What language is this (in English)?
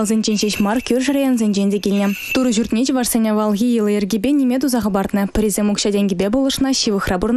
Chuvash